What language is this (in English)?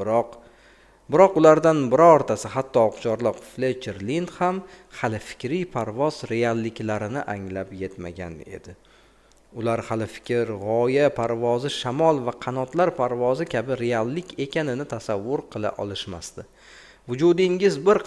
Uzbek